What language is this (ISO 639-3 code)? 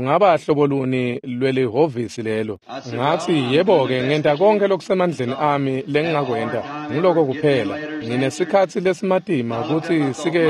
ssw